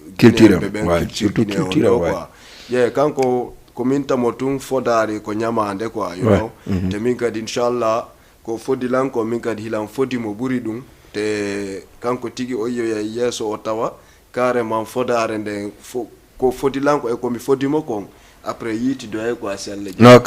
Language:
Fula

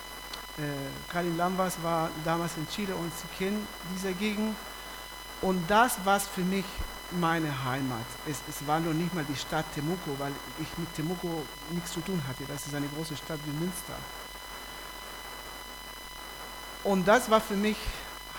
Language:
German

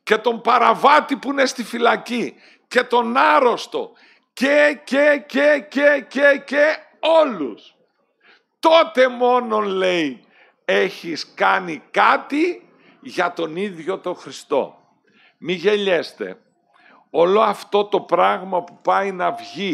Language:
Greek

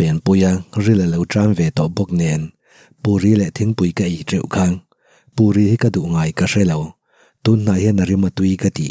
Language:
Mizo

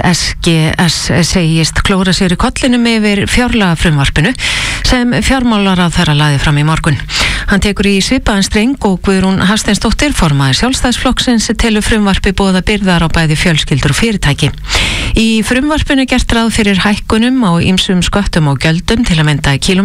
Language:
Icelandic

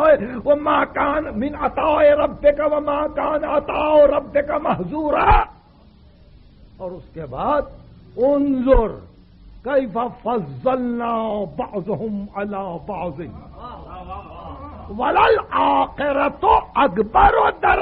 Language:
Urdu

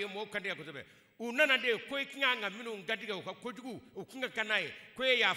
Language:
Bambara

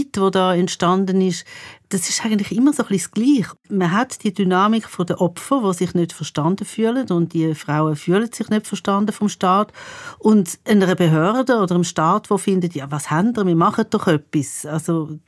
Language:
Swiss German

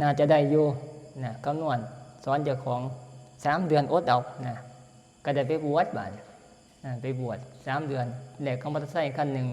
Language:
Northeastern Thai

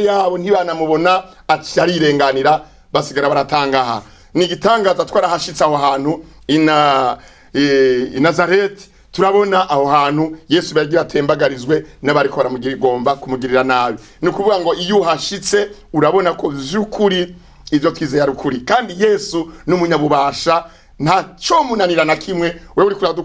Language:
Rundi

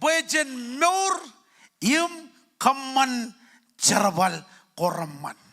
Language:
Marshallese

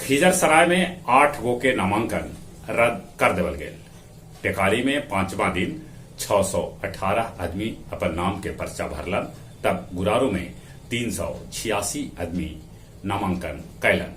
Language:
Magahi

